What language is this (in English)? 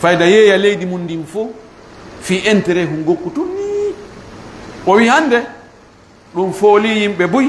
Fula